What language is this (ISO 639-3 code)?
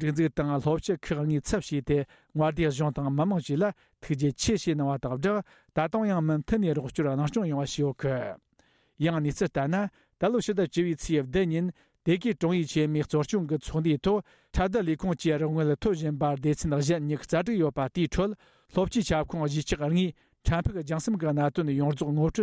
bod